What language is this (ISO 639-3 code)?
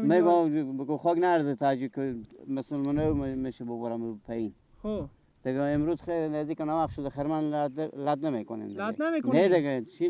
fas